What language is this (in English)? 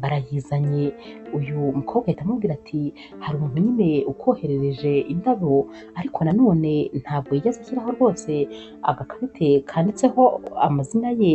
Kinyarwanda